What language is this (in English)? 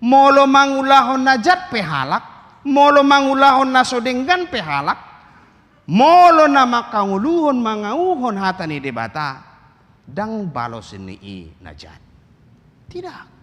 Batak Toba